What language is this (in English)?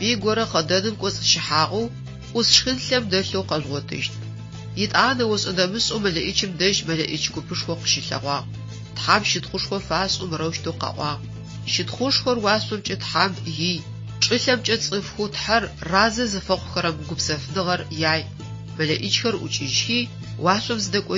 Adyghe